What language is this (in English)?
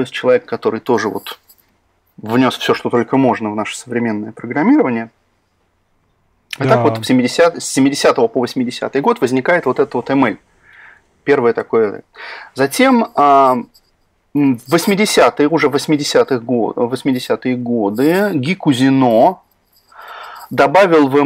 Russian